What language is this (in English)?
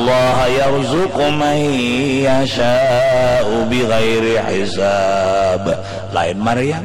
Banjar